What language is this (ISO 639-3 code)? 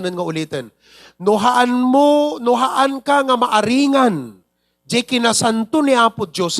ilo